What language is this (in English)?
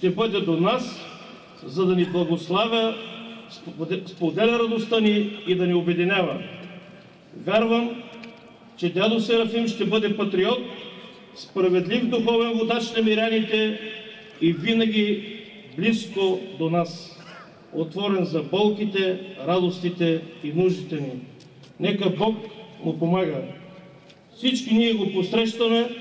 Bulgarian